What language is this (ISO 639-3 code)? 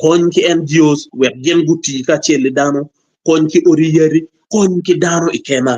ach